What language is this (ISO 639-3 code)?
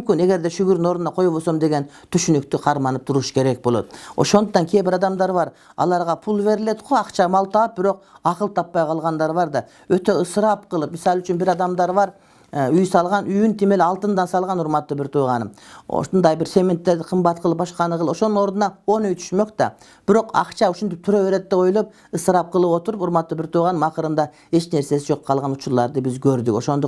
kir